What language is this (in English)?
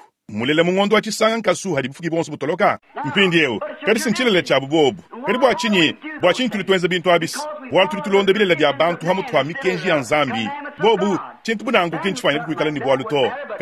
Luba-Lulua